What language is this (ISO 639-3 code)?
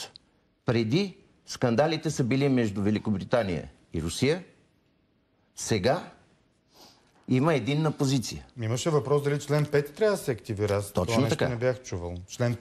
bul